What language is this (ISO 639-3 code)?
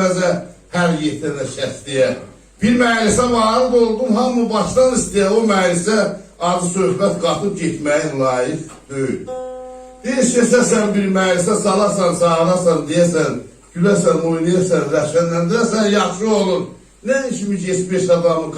azb